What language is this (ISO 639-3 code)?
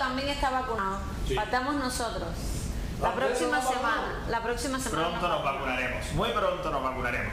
spa